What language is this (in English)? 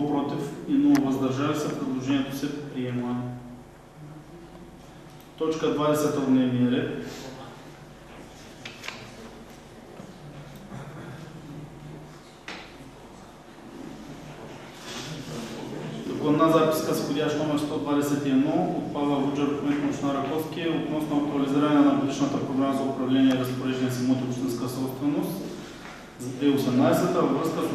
Bulgarian